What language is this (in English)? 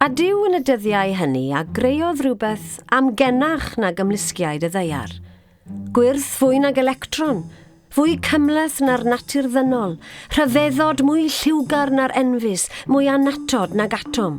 Welsh